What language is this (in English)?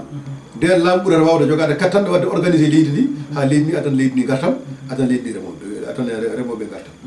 Fula